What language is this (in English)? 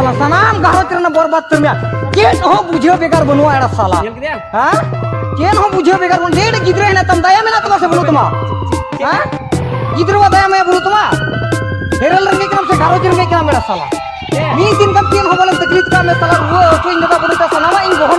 Santali